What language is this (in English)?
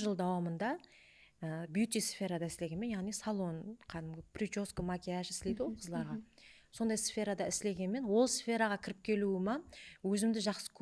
Kara-Kalpak